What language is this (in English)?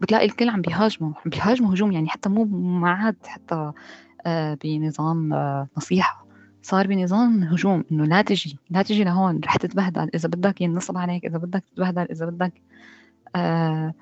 North Levantine Arabic